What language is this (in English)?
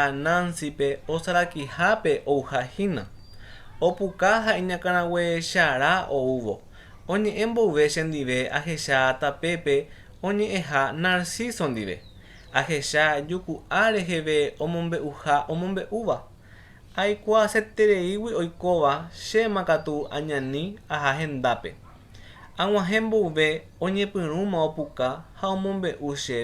Guarani